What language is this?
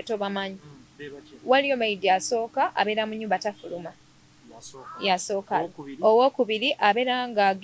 Ganda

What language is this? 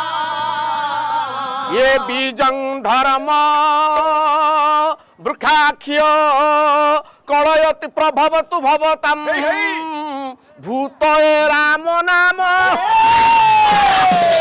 Odia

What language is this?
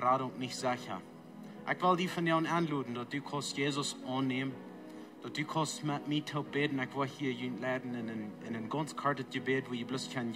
Plautdietsch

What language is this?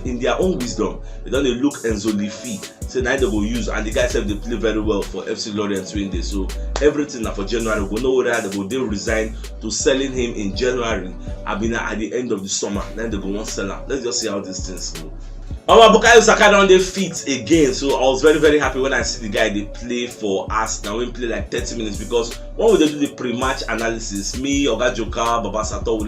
Nigerian Pidgin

